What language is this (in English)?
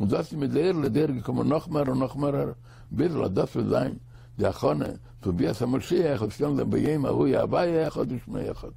Yiddish